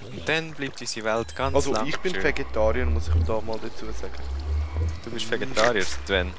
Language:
Swiss German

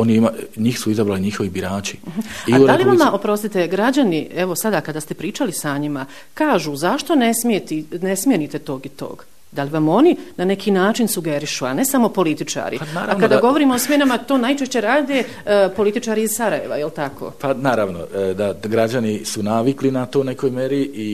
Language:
Bosnian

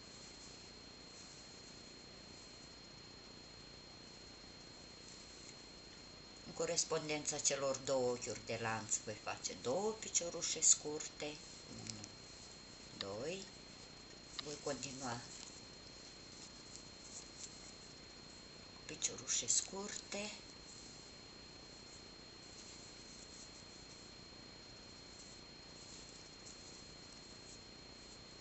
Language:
Romanian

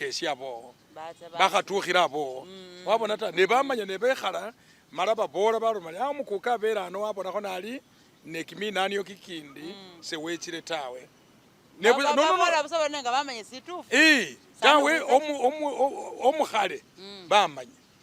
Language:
Masaaba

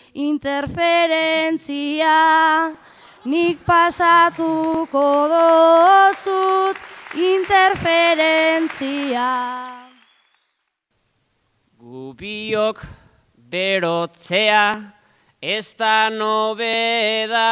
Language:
Basque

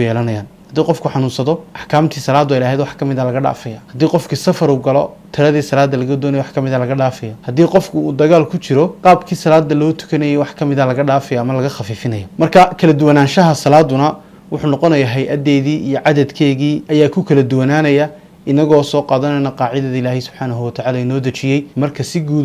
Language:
Somali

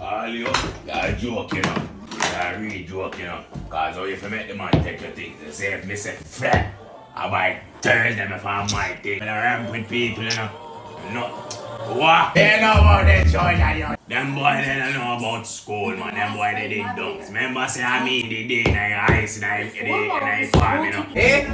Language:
Jamaican Creole English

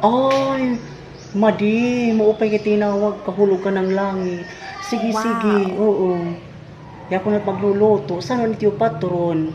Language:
Waray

